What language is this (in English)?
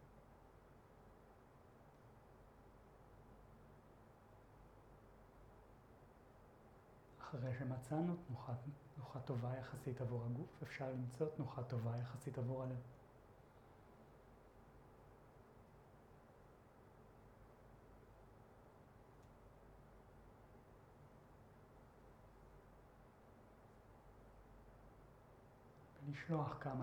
Hebrew